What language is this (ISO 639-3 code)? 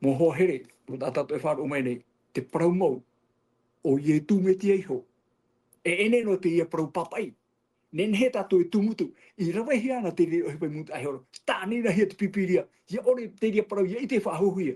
tah